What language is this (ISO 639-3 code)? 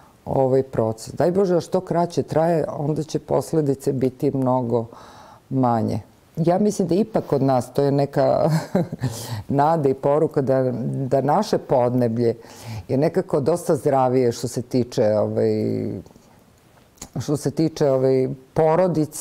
srp